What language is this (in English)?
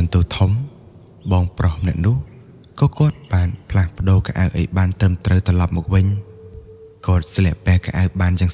Khmer